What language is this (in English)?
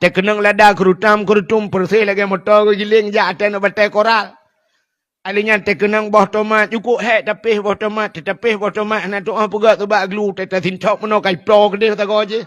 Achinese